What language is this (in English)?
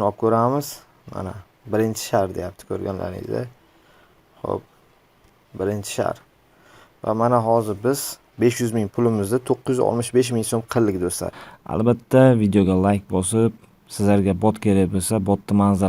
Uzbek